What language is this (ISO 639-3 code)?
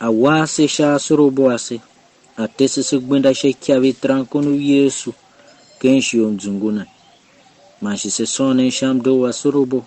tiv